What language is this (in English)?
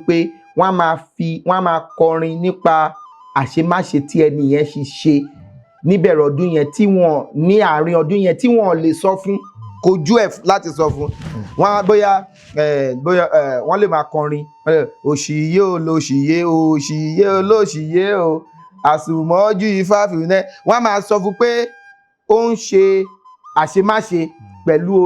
Yoruba